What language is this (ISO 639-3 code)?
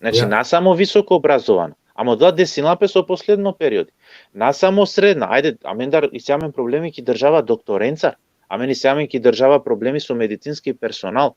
rmn